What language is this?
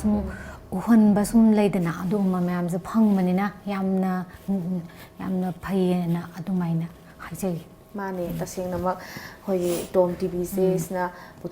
Manipuri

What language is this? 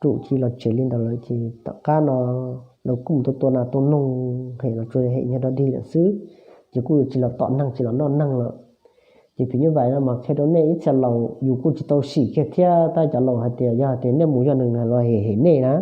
Hmong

